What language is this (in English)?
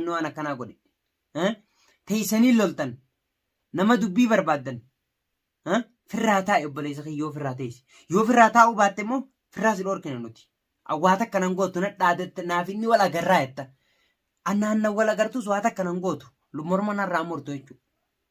Oromo